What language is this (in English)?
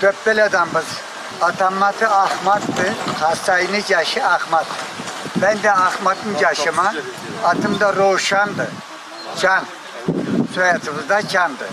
Karachay-Balkar